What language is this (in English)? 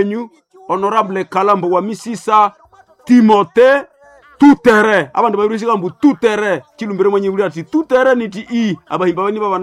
Nande